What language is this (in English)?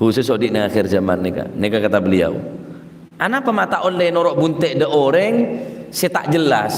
Madurese